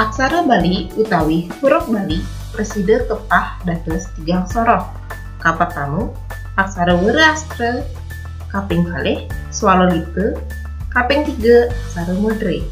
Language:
Balinese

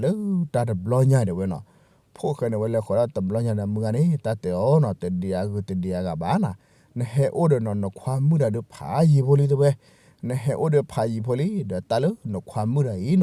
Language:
S'gaw Karen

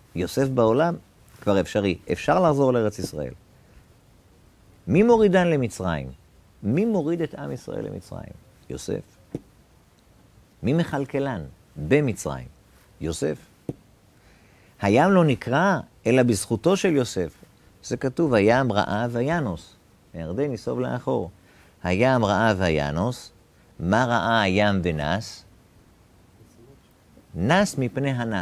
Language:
Hebrew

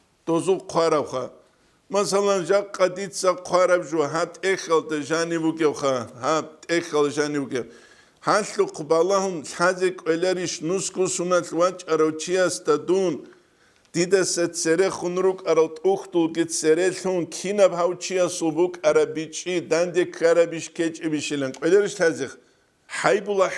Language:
Avaric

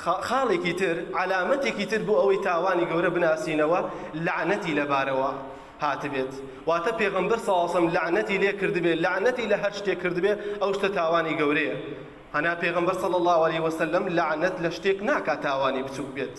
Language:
Central Kurdish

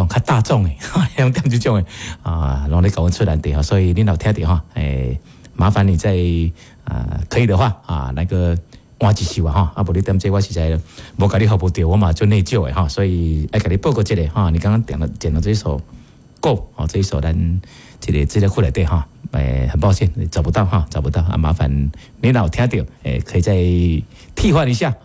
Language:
Min Nan Chinese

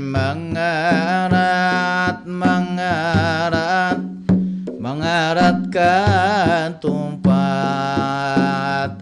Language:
Banjar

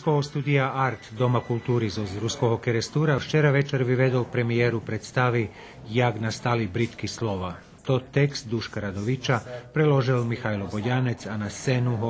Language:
Rusyn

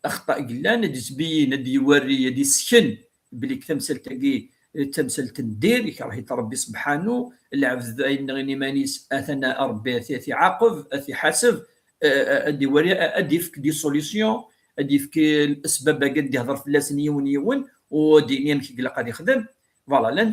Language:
Kabyle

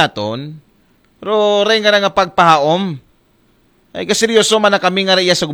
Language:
Aklanon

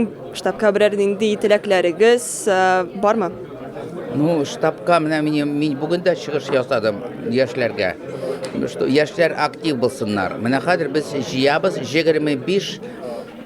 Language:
Tatar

